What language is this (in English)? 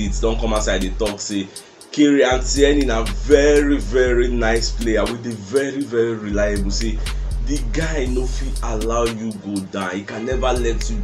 Nigerian Pidgin